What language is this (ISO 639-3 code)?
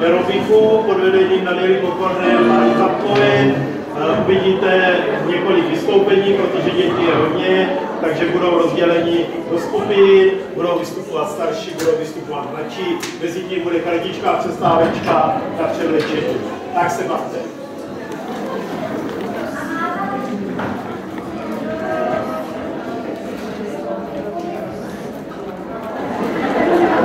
ces